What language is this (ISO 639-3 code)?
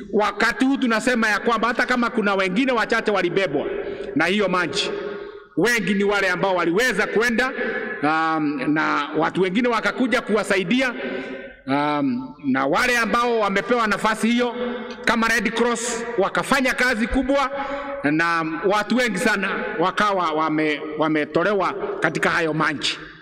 swa